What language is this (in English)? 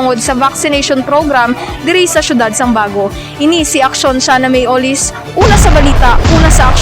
Hiligaynon